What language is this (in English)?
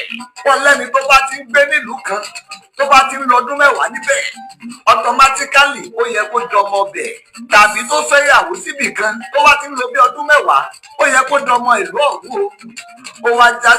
Yoruba